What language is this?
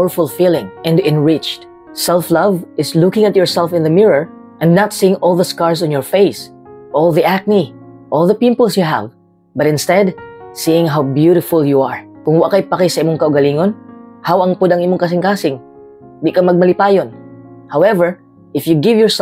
Cebuano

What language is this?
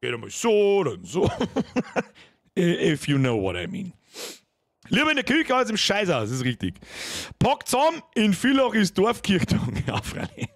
Bavarian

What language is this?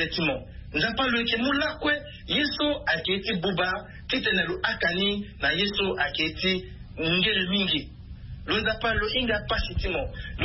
Sango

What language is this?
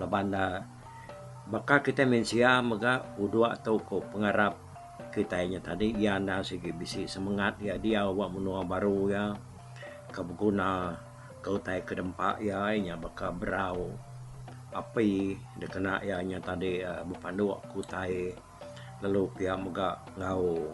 Iban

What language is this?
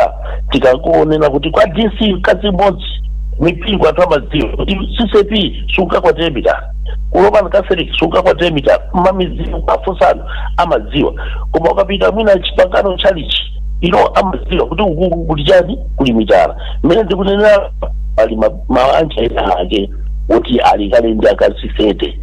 Nyanja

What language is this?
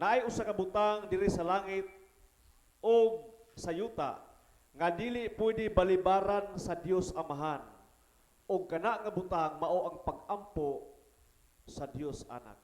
Cebuano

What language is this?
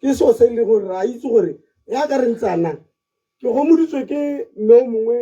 Tswana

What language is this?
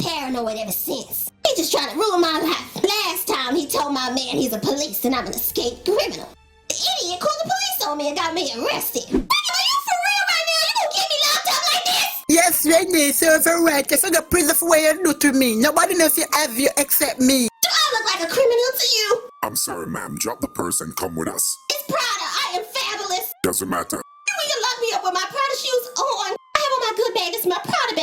Jamaican Creole English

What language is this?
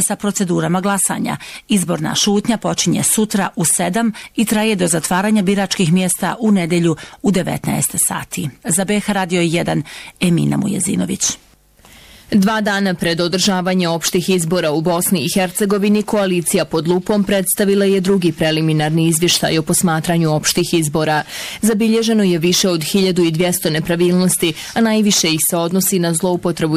Bosnian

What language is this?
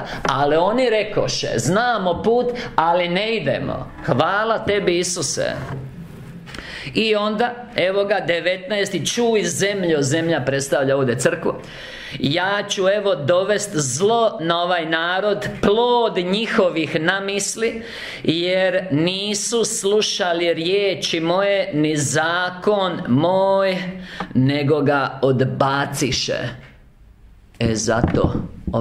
Croatian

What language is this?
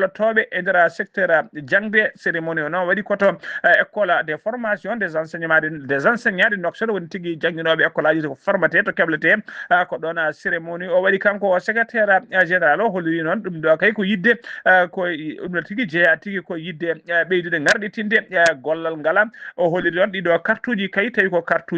Fula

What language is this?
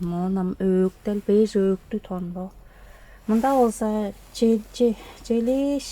Tuvinian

